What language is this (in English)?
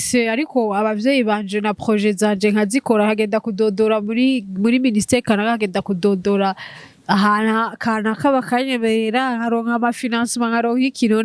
Rundi